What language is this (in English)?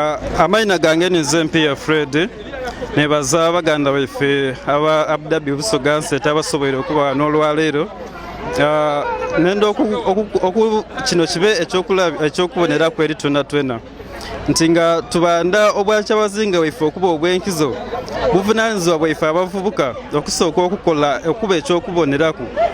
Soga